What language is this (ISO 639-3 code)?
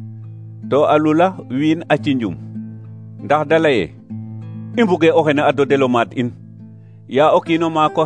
srr